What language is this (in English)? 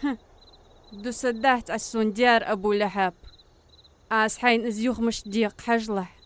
Ingush